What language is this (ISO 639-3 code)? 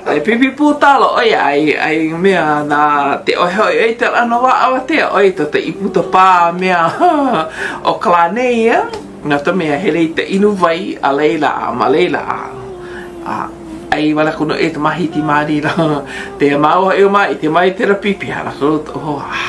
haw